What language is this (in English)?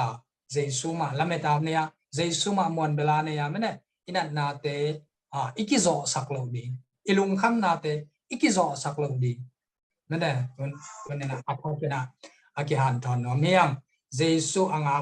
Tedim Chin